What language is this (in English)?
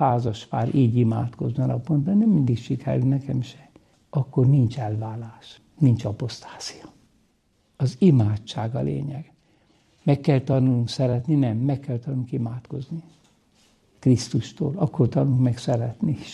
Hungarian